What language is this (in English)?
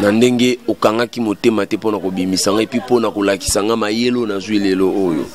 Lingala